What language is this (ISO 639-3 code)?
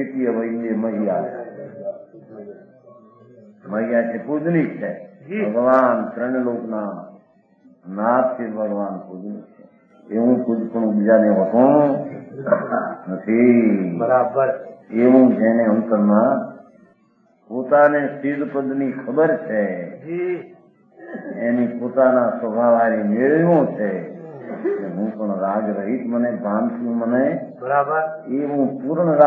guj